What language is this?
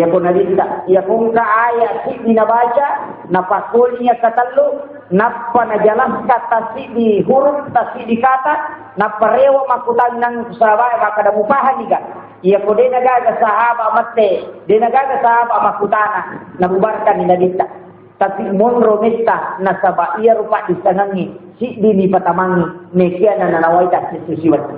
Buginese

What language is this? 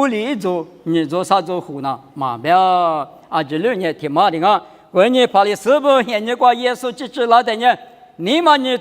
Lisu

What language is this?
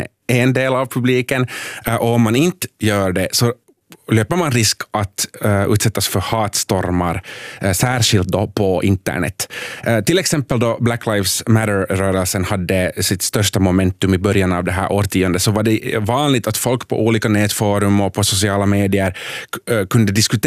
Swedish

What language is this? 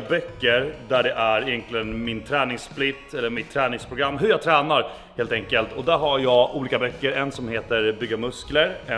Swedish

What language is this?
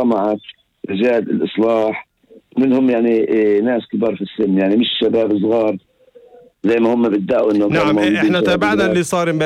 North Levantine Arabic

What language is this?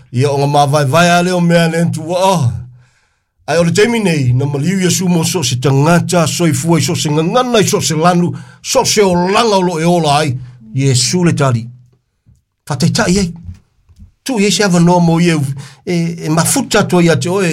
Samoan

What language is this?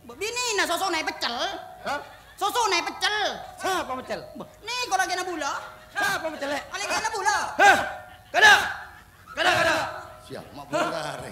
Madurese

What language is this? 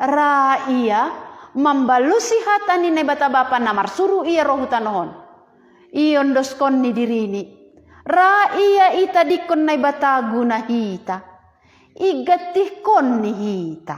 Batak Simalungun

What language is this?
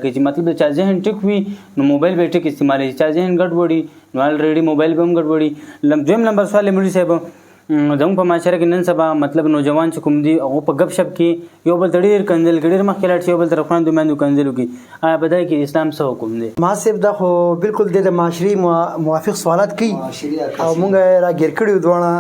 Pashto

